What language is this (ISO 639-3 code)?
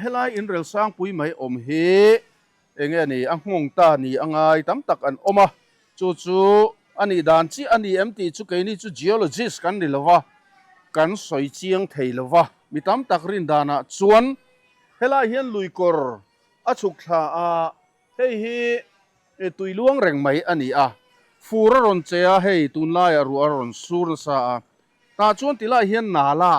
lus